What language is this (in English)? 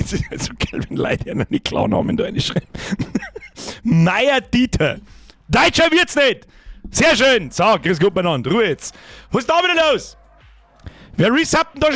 Bavarian